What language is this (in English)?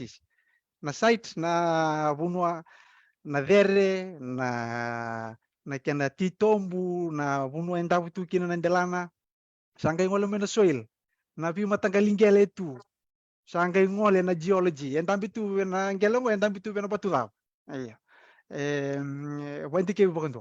Fijian